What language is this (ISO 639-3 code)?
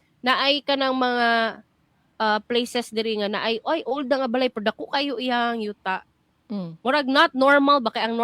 ceb